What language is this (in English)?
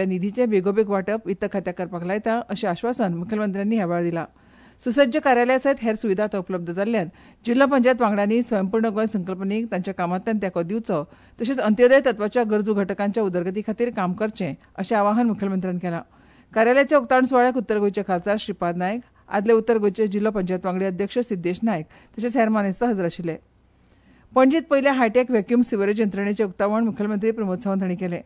Konkani